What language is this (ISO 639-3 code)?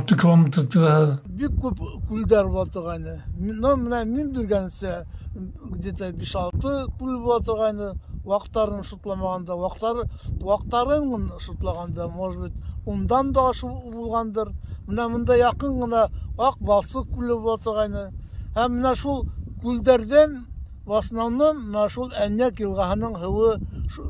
bak